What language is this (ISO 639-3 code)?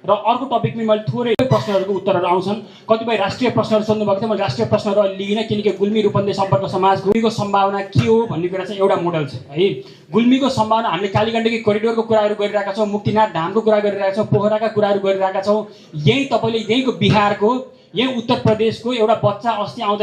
nep